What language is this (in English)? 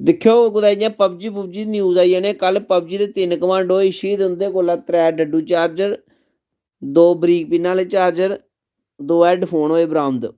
Dogri